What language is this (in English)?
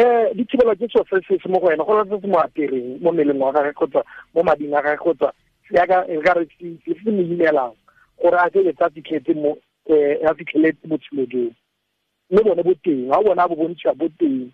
Tswana